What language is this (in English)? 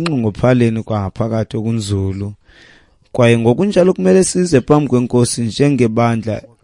Xhosa